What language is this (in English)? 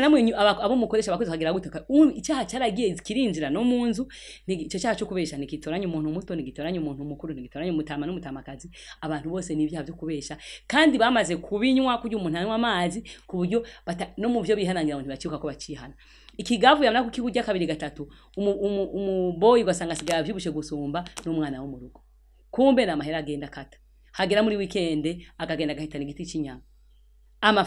Rundi